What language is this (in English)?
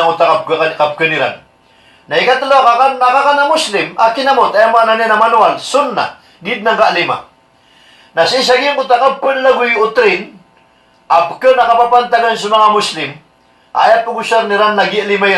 Maranao